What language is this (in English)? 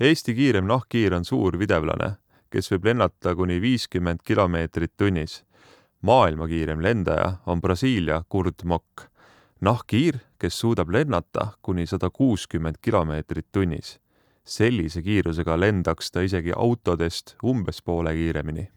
Estonian